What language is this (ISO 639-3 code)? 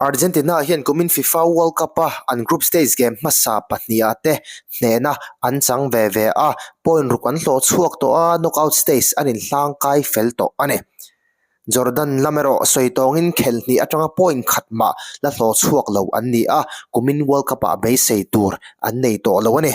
lus